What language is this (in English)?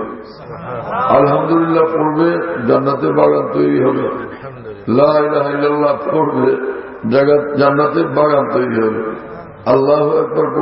Bangla